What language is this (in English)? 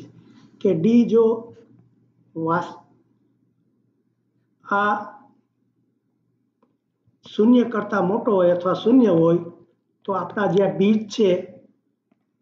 Gujarati